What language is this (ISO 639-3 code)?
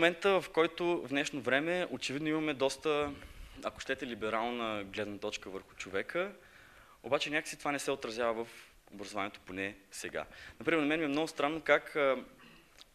bul